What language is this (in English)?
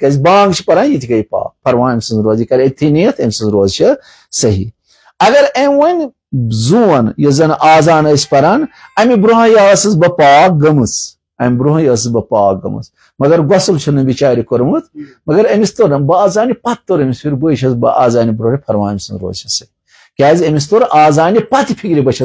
Kashmiri